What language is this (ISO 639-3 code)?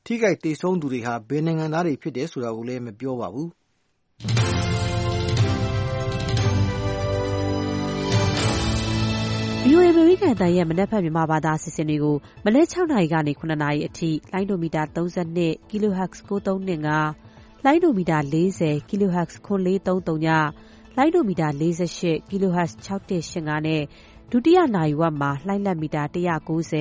mya